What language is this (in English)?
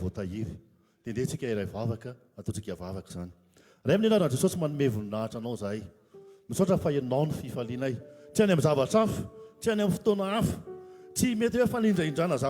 Malagasy